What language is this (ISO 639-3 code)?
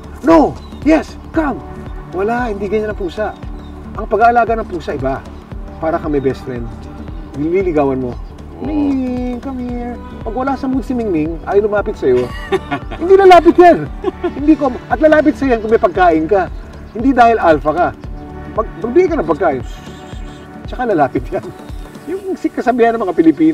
fil